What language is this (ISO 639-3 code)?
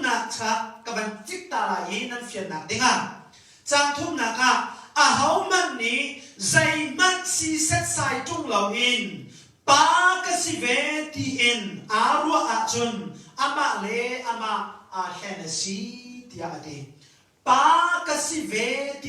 cnh